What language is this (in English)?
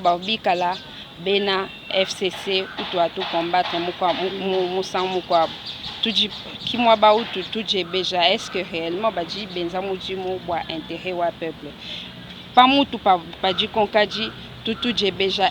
Luba-Lulua